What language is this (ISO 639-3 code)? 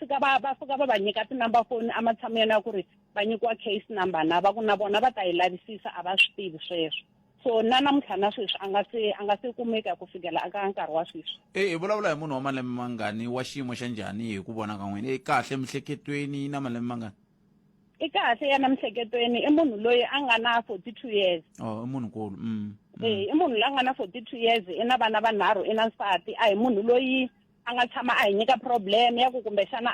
tso